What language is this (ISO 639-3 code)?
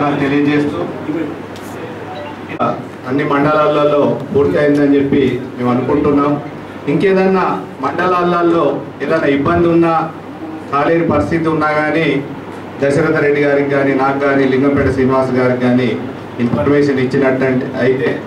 tel